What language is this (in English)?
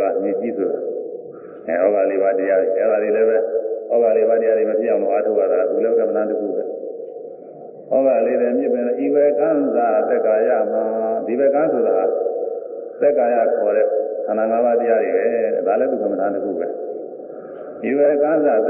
Burmese